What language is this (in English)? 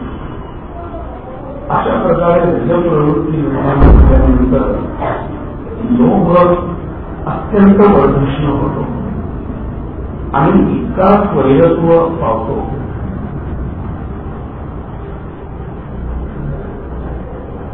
Marathi